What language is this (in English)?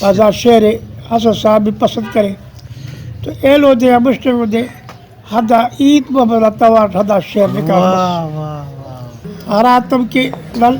Brahui